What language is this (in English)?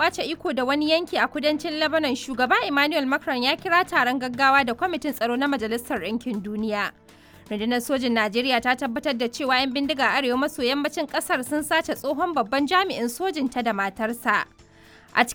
Hausa